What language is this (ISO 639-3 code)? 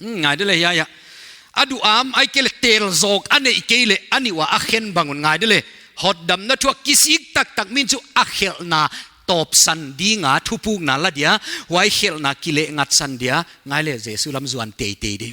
pck